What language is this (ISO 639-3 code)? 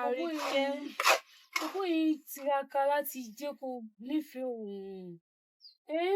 yor